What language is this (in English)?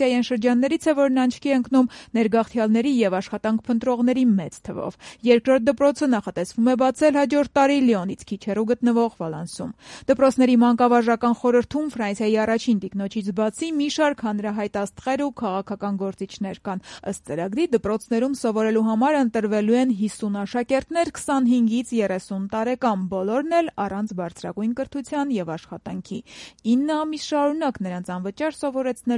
Armenian